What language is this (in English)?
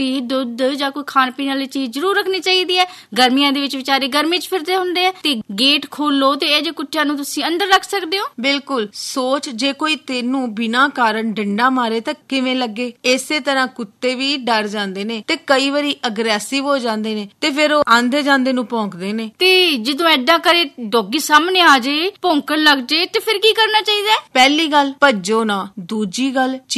Punjabi